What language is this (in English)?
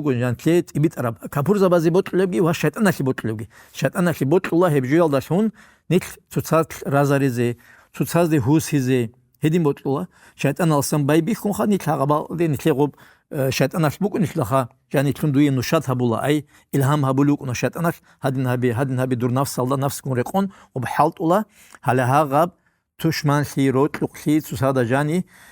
Avaric